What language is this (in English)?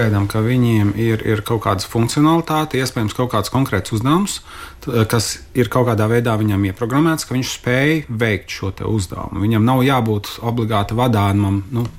Latvian